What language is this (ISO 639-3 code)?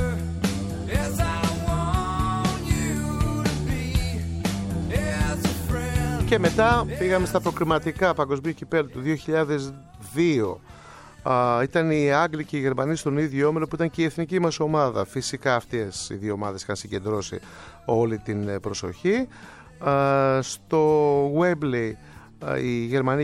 ell